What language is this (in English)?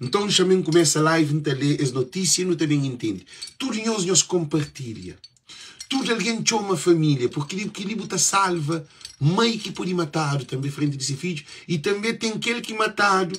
Kabuverdianu